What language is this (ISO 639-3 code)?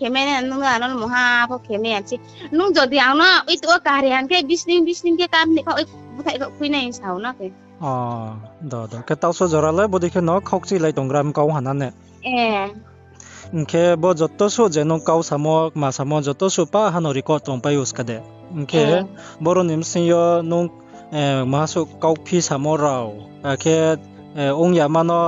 ria